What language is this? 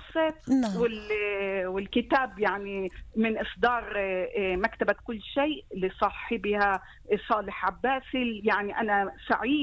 North Levantine Arabic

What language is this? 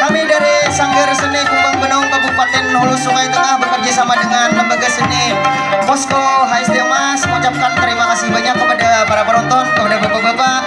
Banjar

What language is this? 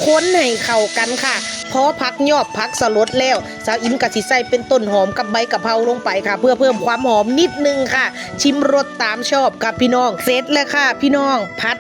Northeastern Thai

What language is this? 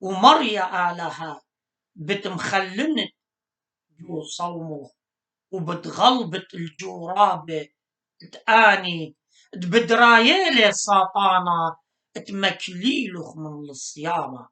Assyrian Neo-Aramaic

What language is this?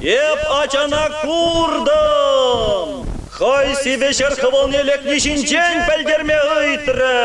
Chuvash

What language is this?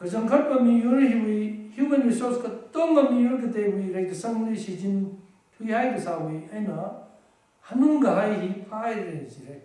Tangkhul Naga (India)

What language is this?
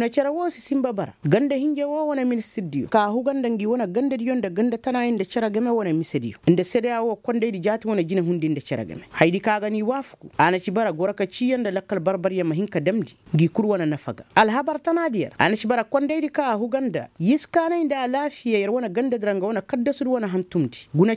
Koyraboro Senni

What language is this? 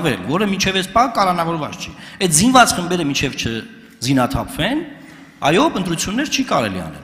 Armenian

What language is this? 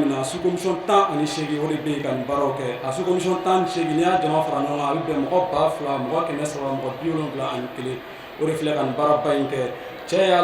Bambara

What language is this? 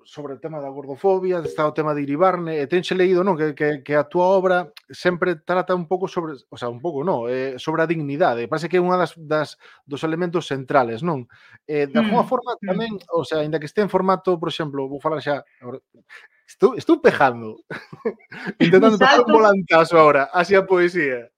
Galician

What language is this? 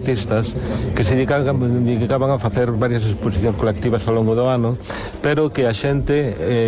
Galician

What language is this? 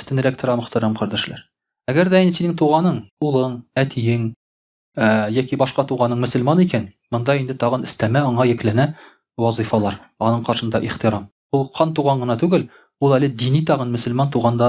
Tatar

